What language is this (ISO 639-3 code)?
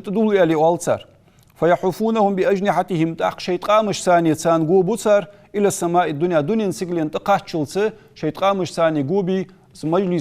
inh